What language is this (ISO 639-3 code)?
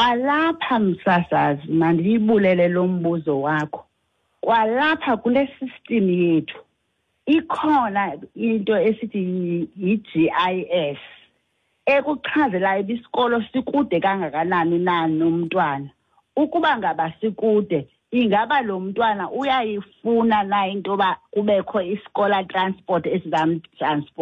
xho